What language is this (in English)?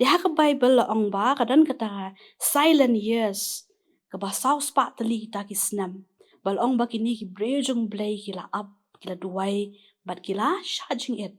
Khasi